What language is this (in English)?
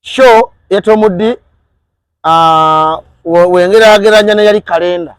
Ganda